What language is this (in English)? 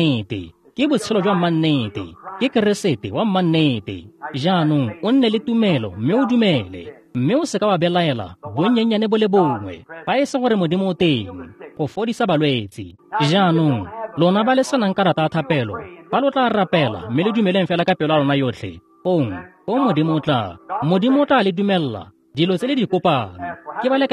Tswana